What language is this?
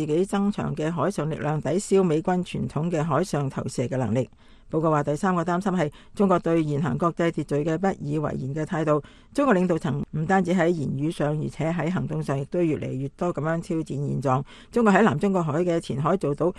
Cantonese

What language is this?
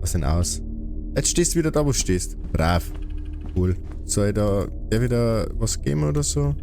Bavarian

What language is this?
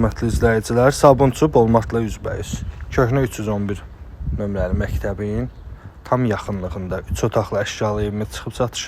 Azerbaijani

